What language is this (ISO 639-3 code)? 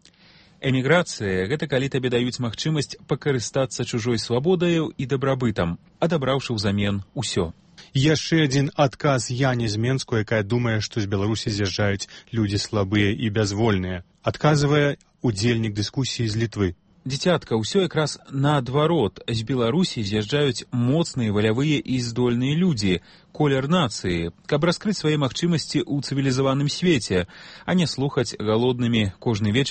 bel